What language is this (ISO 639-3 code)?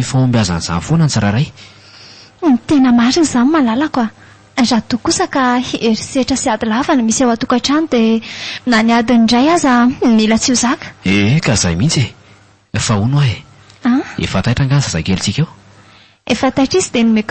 mlg